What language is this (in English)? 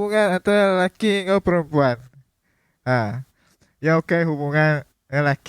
Iban